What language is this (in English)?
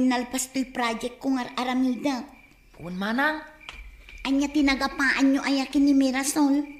Iloko